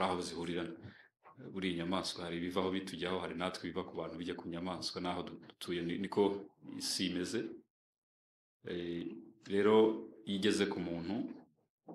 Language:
Kinyarwanda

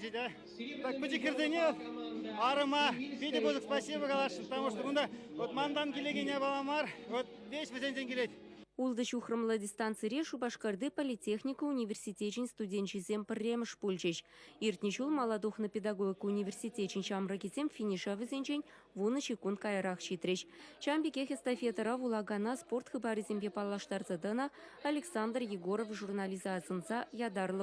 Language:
Chuvash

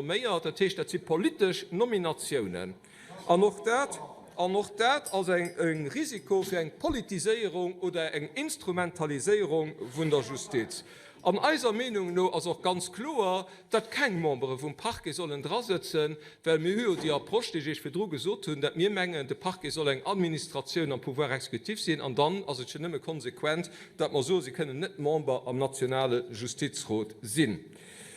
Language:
Luxembourgish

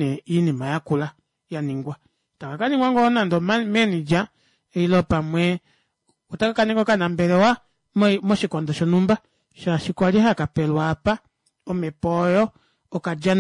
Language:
Kuanyama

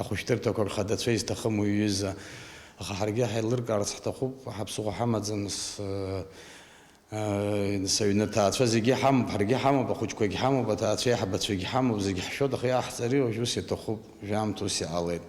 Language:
Abkhazian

